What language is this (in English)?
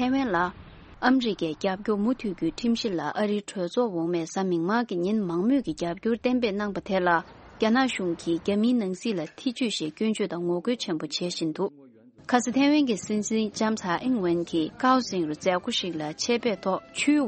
Tibetan